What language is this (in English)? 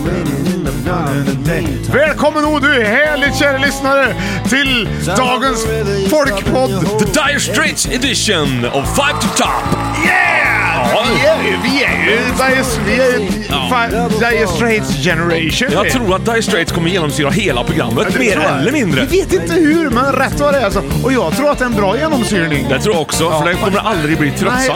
Swedish